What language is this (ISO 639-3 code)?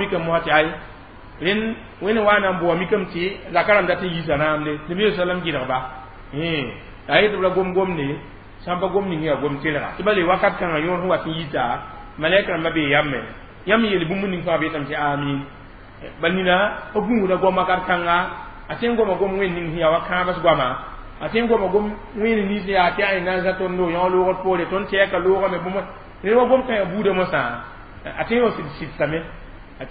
mos